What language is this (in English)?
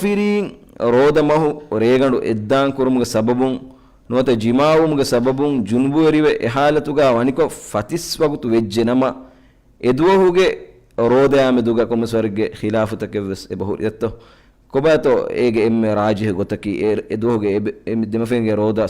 Divehi